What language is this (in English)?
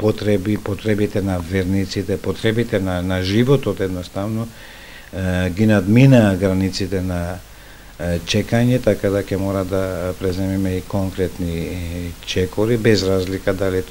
Macedonian